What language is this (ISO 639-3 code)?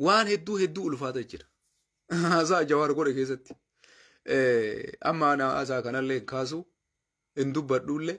orm